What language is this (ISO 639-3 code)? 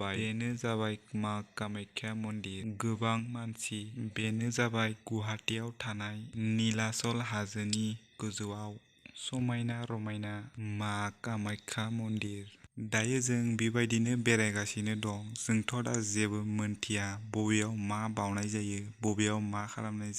brx